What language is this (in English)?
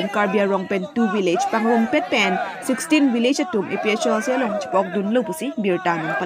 Karbi